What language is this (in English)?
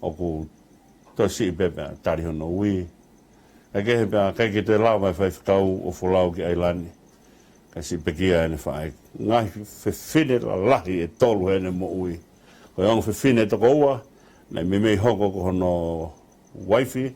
Tongan